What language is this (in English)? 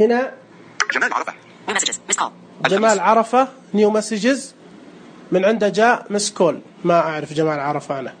Najdi Arabic